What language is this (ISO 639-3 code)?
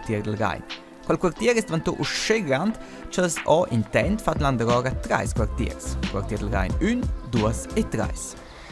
roh